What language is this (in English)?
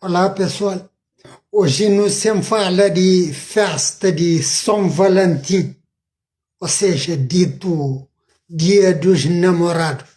Kabuverdianu